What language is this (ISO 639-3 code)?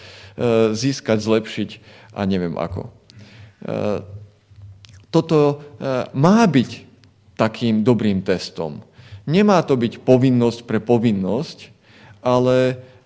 slk